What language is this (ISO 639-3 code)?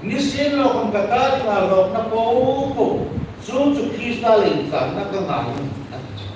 hmr